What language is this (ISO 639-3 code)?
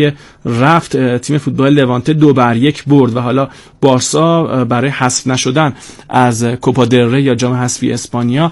fas